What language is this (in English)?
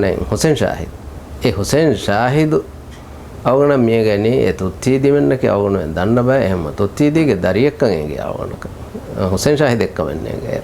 Divehi